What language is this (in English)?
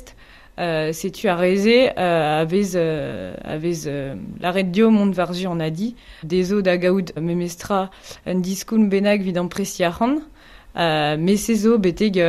Breton